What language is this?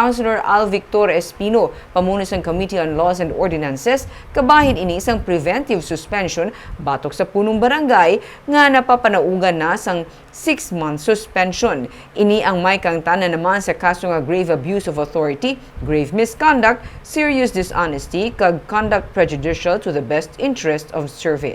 Hiligaynon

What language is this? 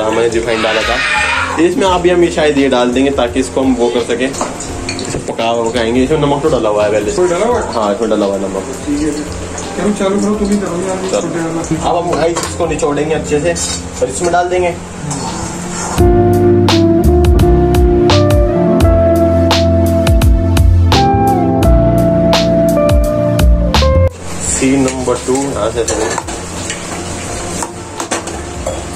Hindi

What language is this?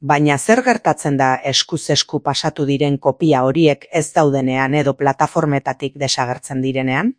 Basque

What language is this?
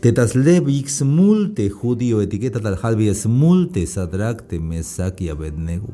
Tzeltal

